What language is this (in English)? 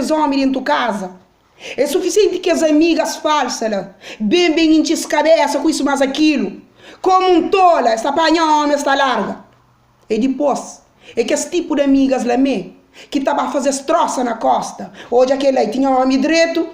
Kabuverdianu